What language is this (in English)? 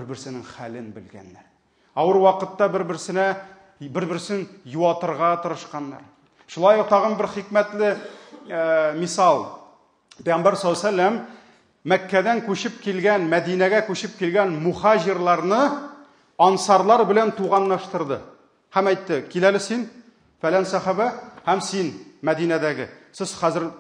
Tatar